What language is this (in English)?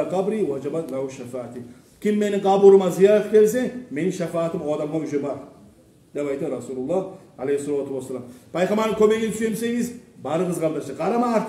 Kumyk